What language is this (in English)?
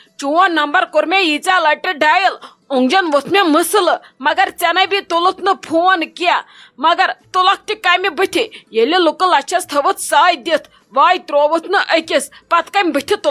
Kashmiri